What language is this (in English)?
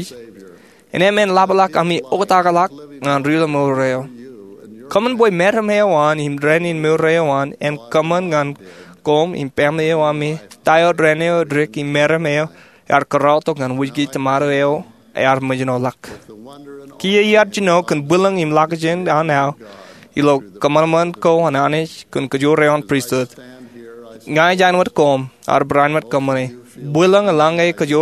Marshallese